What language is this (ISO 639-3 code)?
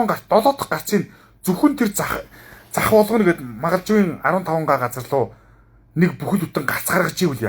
mon